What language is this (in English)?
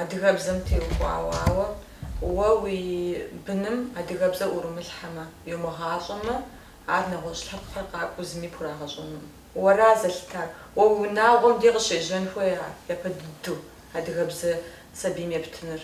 Kabardian